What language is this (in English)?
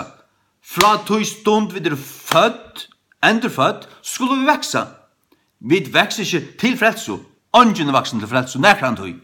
Faroese